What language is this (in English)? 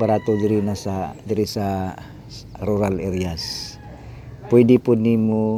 Cebuano